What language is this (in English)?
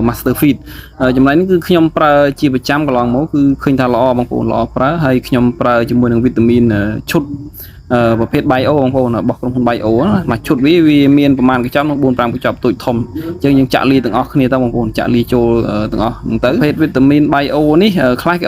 Khmer